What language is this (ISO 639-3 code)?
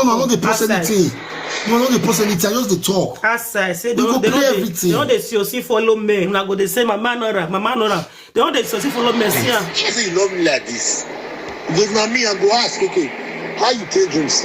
pcm